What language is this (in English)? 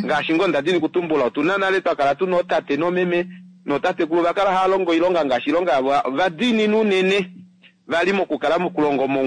Kuanyama